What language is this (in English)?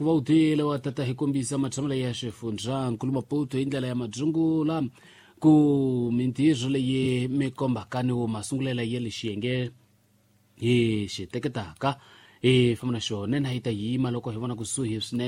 Tsonga